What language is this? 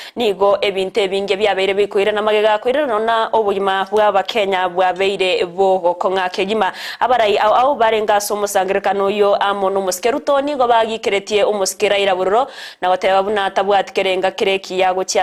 Gusii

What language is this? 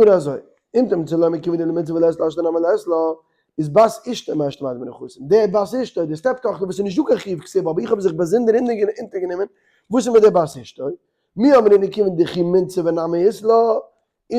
Yiddish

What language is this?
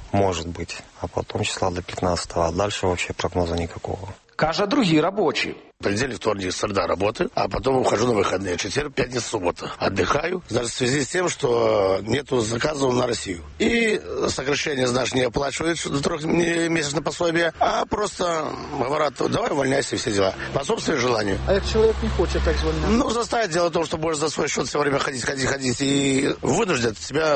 Belarusian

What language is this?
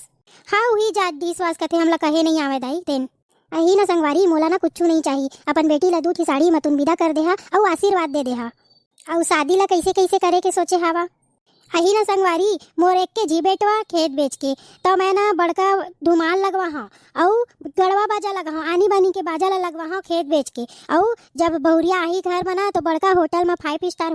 Chhattisgarhi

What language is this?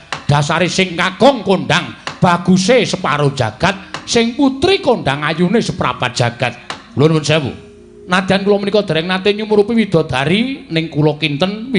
Javanese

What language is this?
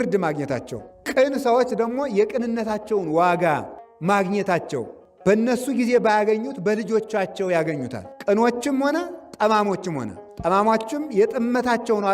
Amharic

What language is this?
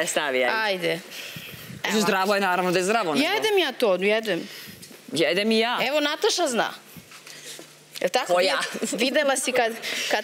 Serbian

